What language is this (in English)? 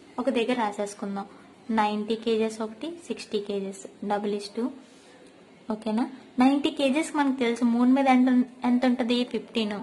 Telugu